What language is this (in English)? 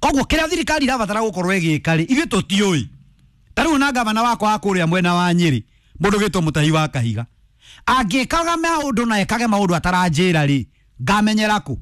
Kikuyu